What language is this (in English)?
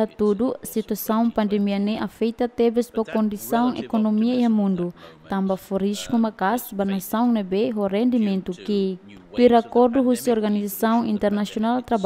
Tetum